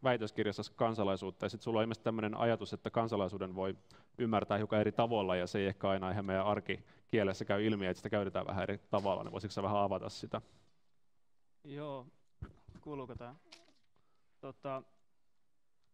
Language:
Finnish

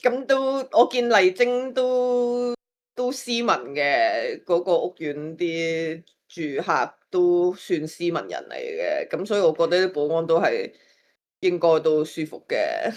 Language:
Cantonese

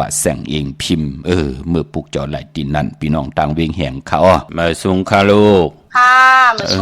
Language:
Shan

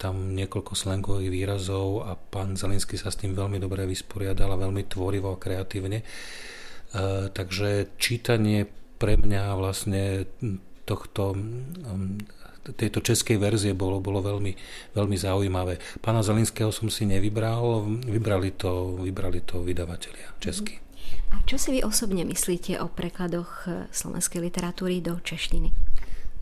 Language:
Slovak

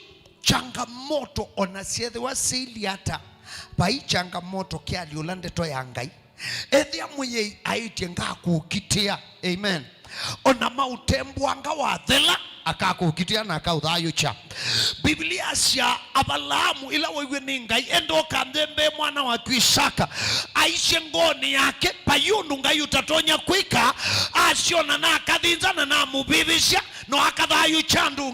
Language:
Kamba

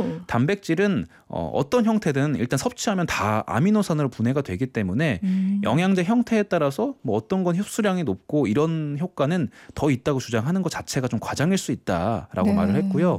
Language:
Korean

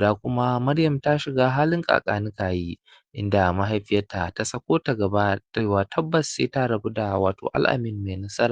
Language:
Hausa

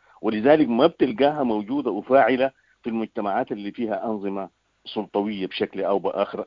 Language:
Sudanese Arabic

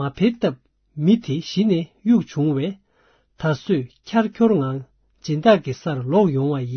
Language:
Tibetan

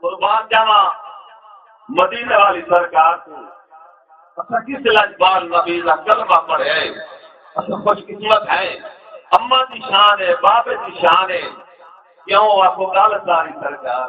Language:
Saraiki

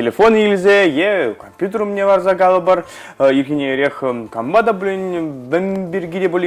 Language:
Chuvash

